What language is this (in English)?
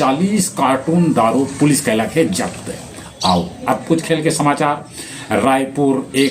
Magahi